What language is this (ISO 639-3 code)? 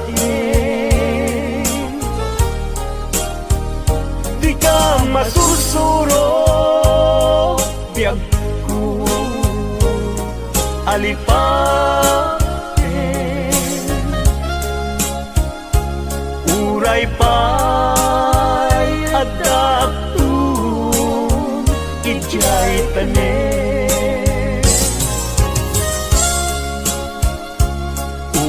ilo